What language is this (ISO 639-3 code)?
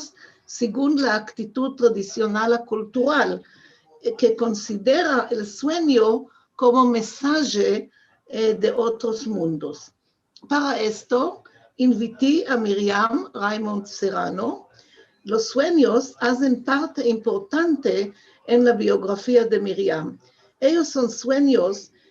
lad